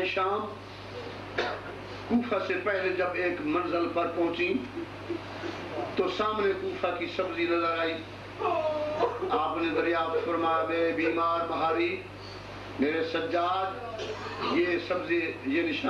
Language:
Urdu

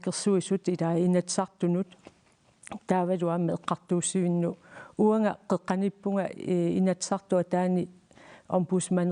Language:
Kalaallisut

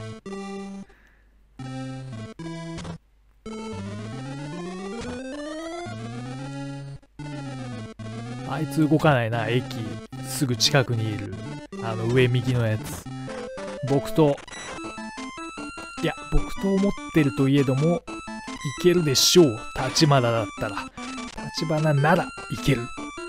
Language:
Japanese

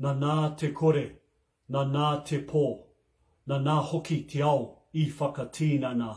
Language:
Māori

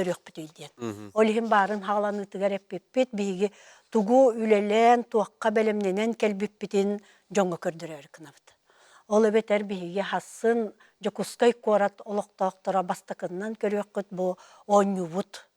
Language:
Yakut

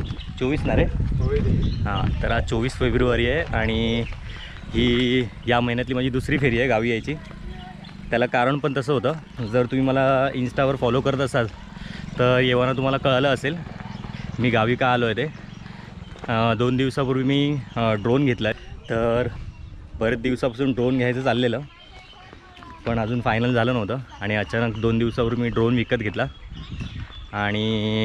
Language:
Marathi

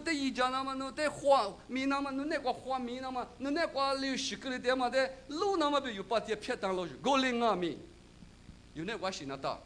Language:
Lisu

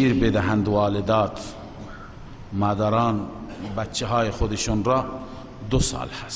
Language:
Persian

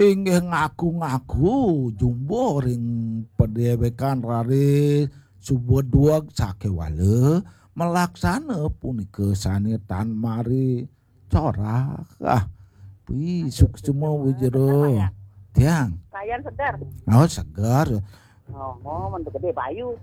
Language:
Balinese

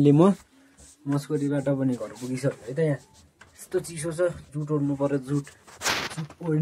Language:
Nepali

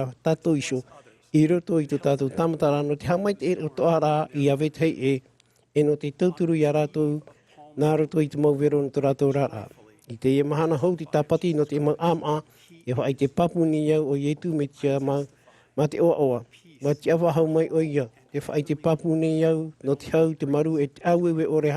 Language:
Tahitian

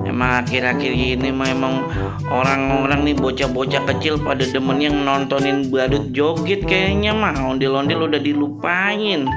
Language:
Betawi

